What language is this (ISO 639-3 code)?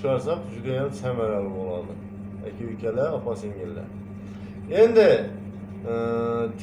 uzb